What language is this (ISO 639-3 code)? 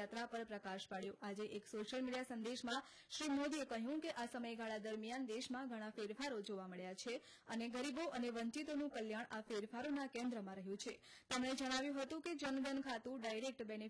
guj